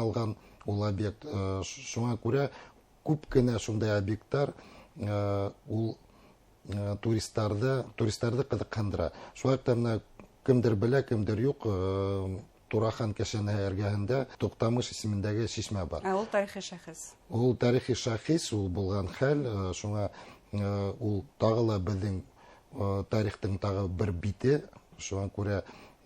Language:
Bashkir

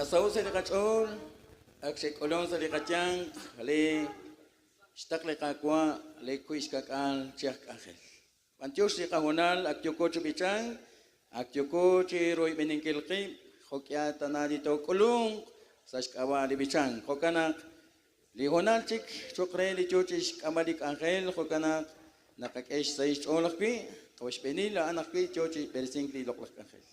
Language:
Kekchí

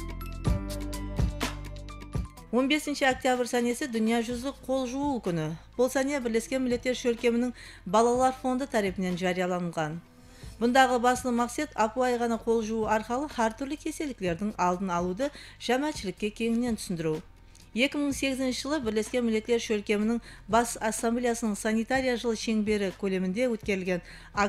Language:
Kara-Kalpak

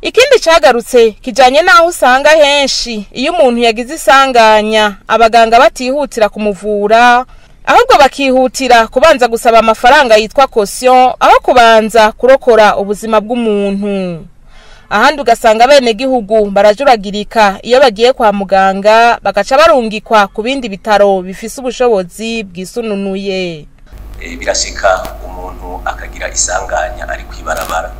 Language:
Rundi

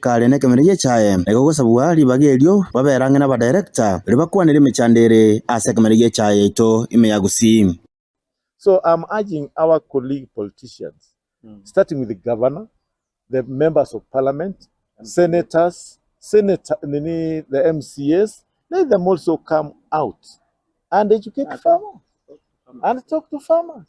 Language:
Gusii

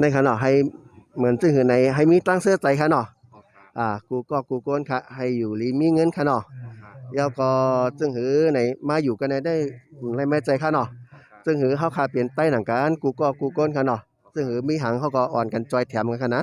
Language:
Shan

